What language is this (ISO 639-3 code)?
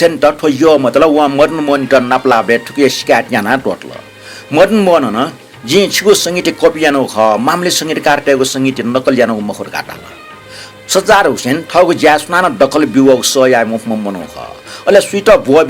new